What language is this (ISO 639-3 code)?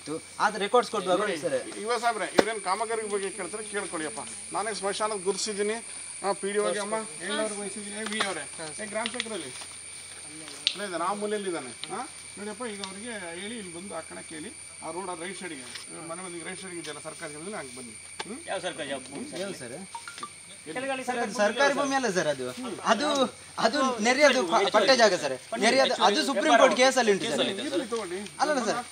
kan